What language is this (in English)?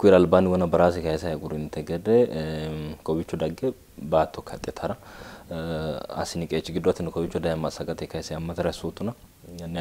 Sidamo